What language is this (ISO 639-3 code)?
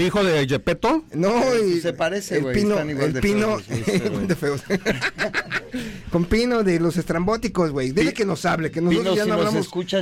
spa